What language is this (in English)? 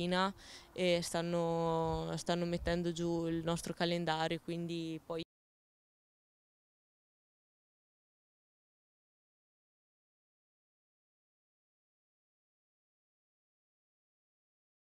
Italian